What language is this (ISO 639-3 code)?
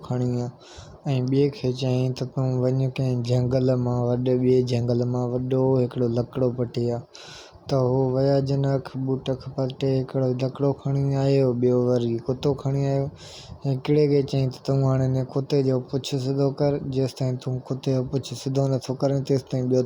snd